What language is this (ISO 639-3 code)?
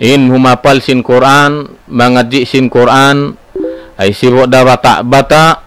tsg